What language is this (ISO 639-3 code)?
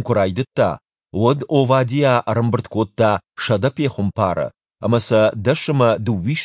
oss